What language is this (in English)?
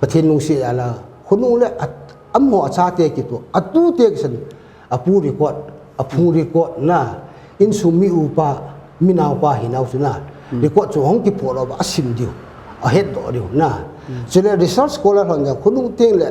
Paite Chin